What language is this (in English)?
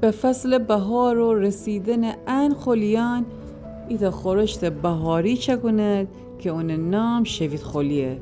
Gilaki